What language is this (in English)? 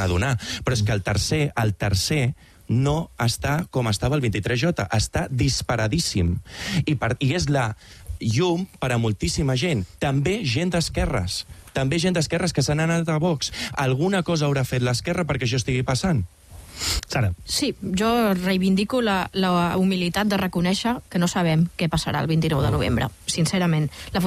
Catalan